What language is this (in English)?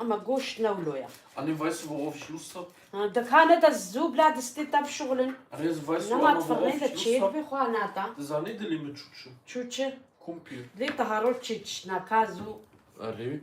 Kurdish